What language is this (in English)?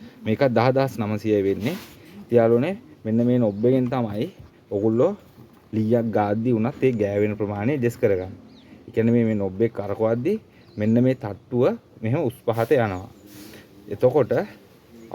Sinhala